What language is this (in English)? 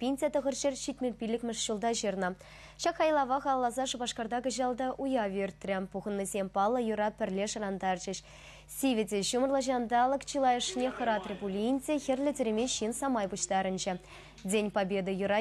Chuvash